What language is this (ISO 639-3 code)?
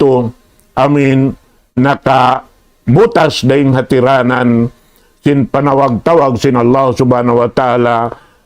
tsg